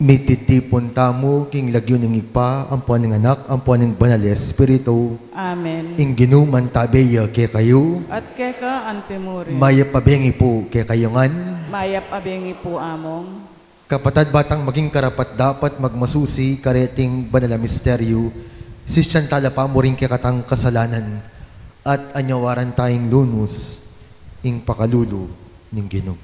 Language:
Pampanga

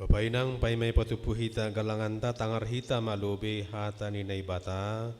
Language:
Batak Simalungun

